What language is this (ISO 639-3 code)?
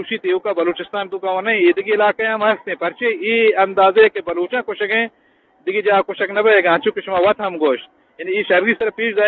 bgp